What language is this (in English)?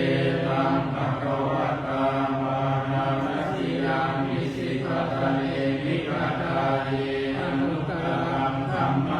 Pali